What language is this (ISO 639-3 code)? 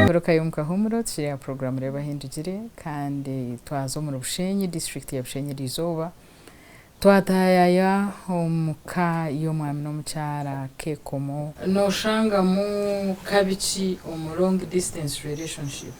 nyn